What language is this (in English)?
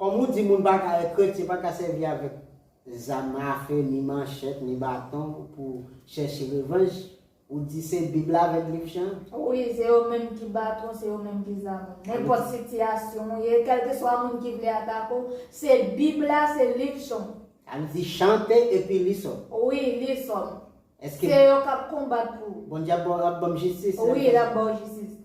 Haitian Creole